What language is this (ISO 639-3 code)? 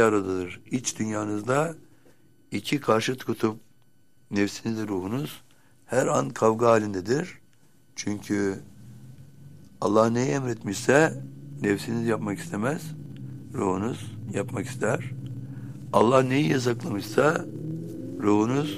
tur